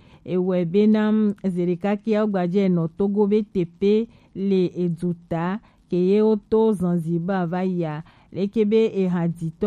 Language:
Gen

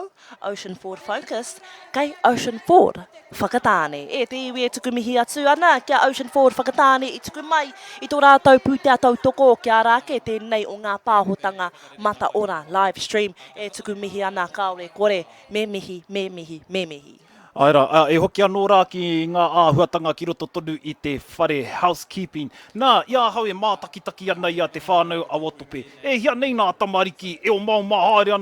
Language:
Māori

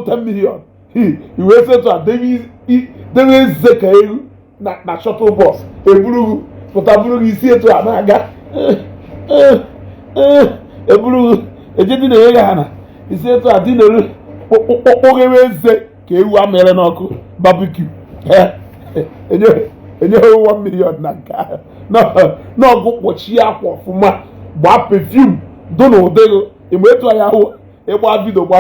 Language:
Igbo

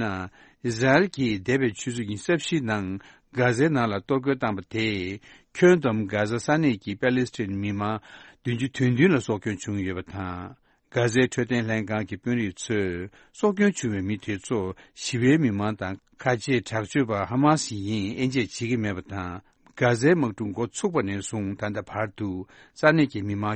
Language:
Tibetan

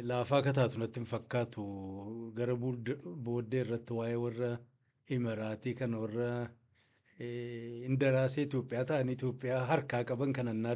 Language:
Oromo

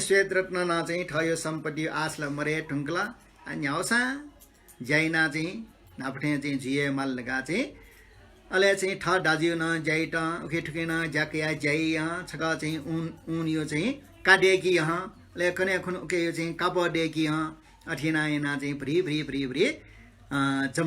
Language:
Newari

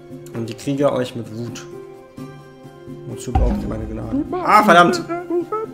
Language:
German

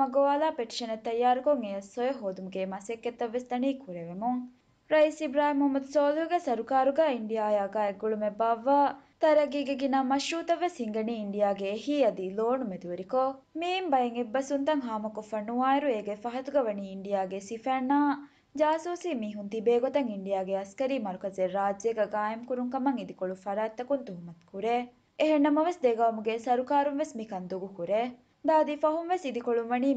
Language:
Divehi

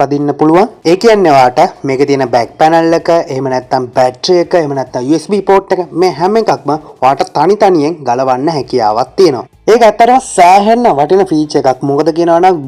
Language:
Sinhala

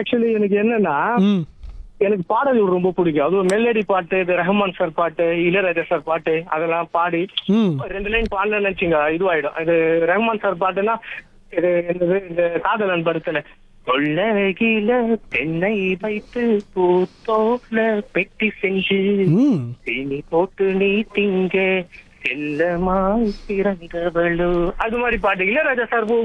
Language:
Tamil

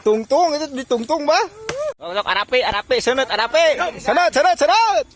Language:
Sundanese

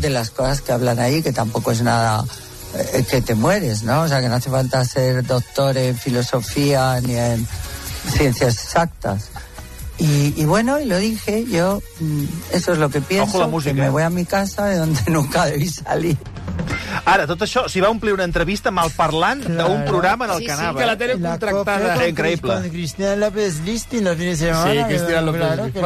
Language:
Catalan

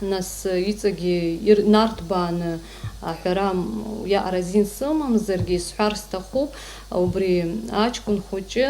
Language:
Abkhazian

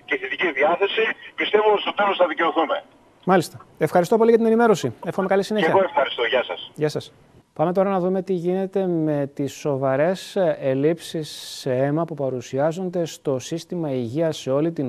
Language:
Greek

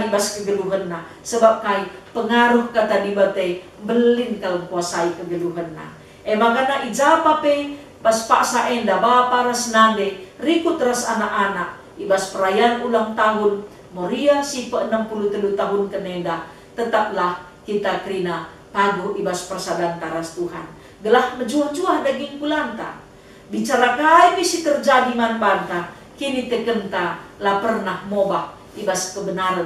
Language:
Batak Karo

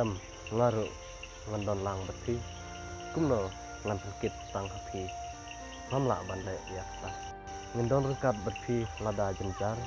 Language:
Khasi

